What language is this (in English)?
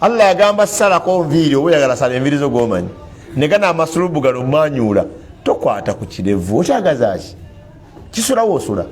Ganda